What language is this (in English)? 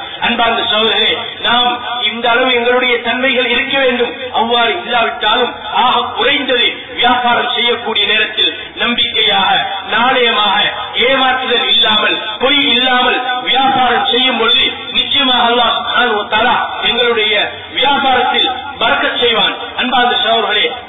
Tamil